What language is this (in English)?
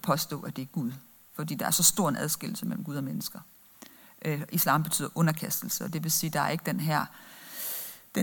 Danish